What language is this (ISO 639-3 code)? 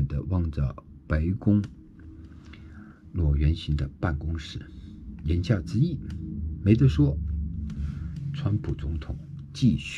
zho